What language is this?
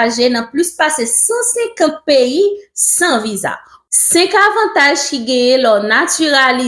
Haitian Creole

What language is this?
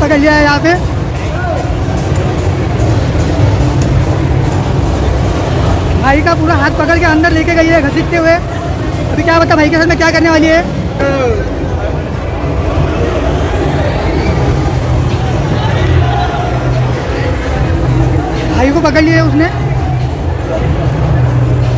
Hindi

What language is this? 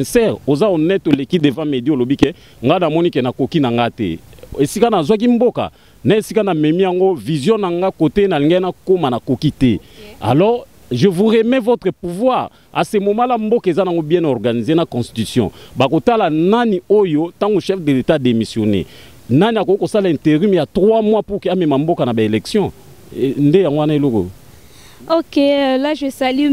Lingala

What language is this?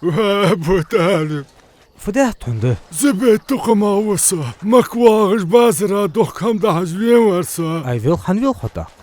Ingush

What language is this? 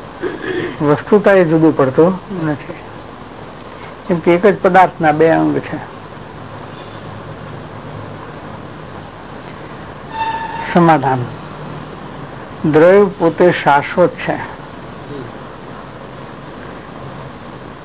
Gujarati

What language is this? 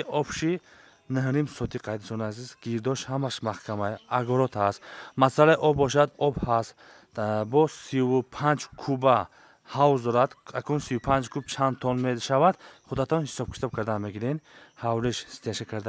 Tajik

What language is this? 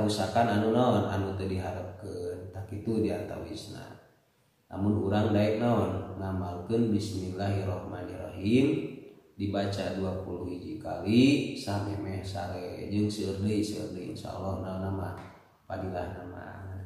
Sundanese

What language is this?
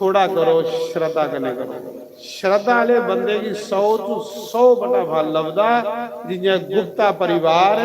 Dogri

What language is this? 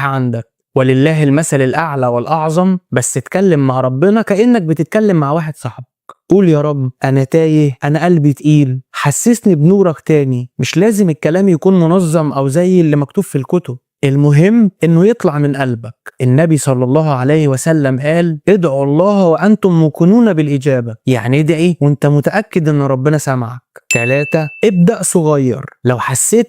Egyptian Arabic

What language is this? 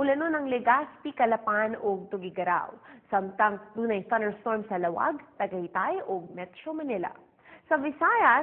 Cebuano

